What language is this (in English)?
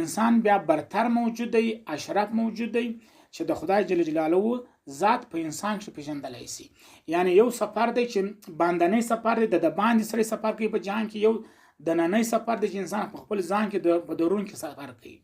Pashto